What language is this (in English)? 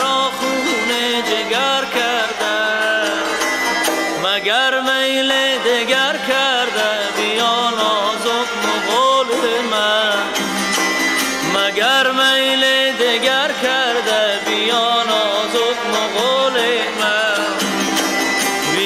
Persian